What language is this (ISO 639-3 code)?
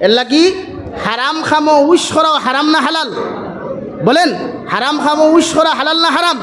syl